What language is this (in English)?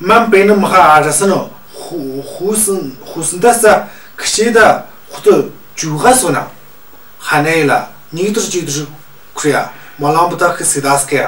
Tu